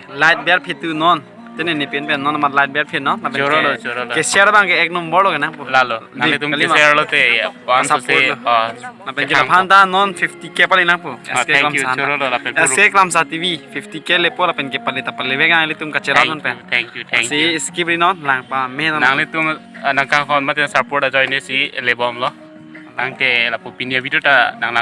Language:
Karbi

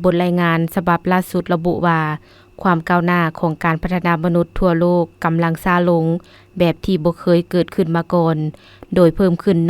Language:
Lao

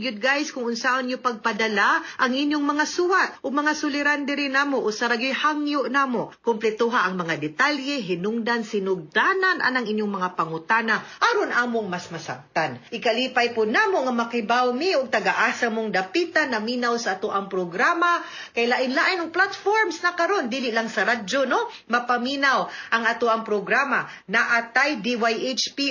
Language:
Cebuano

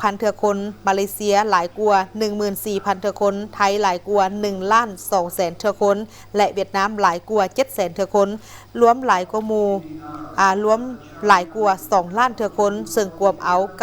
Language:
Lao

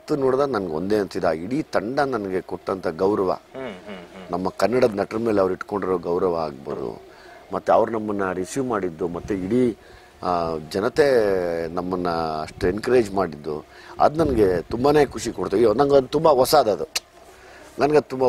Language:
Kannada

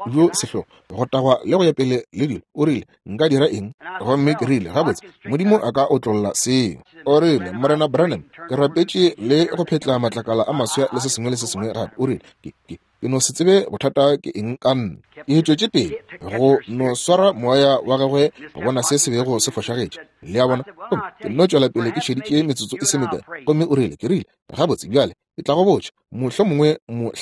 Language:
Northern Sotho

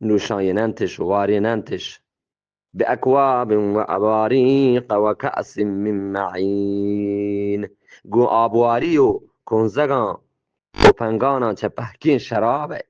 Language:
Eastern Balochi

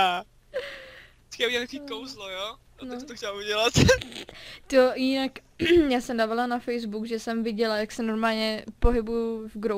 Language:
Czech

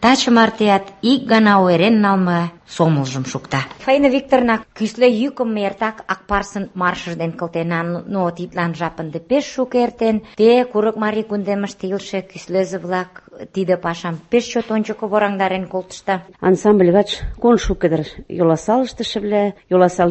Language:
Mari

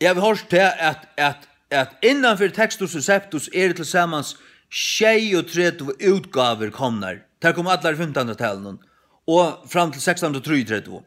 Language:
Faroese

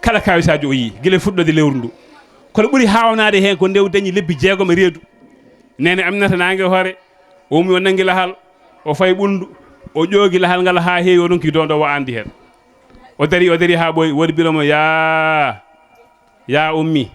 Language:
Fula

